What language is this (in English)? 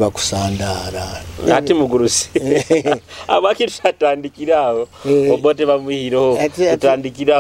Nyoro